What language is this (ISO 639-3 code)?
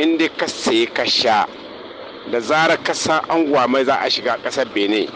hau